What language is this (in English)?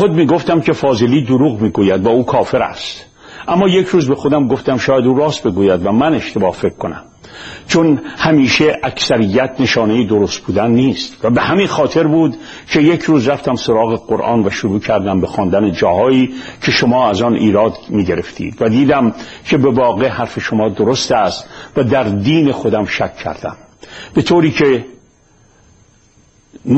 Persian